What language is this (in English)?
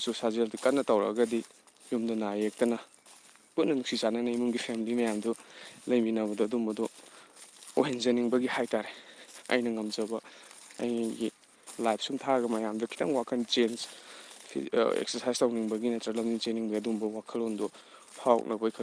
Manipuri